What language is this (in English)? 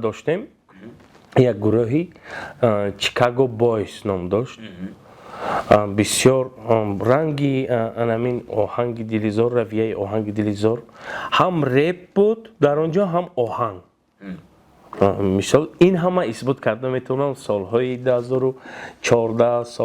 Tajik